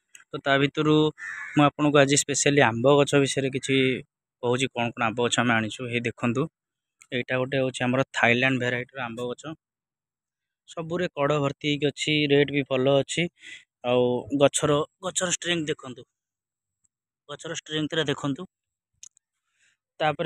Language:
Odia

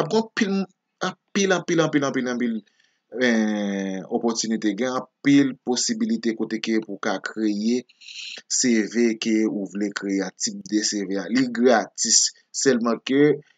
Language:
Haitian Creole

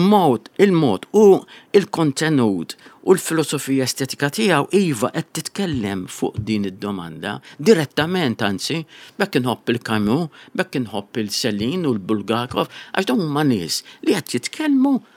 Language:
Maltese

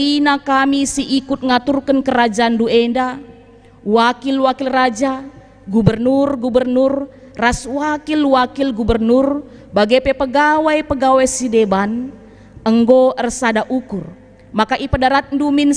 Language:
Batak Karo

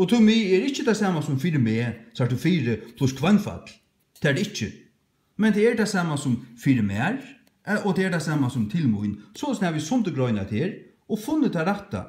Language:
Faroese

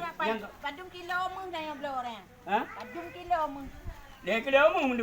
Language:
Achinese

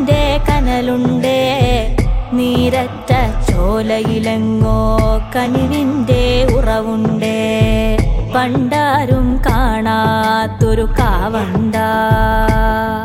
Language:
Malayalam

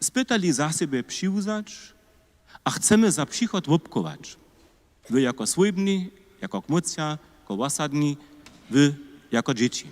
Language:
Upper Sorbian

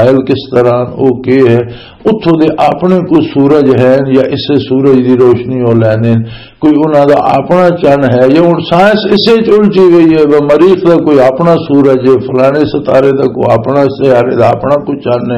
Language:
Western Panjabi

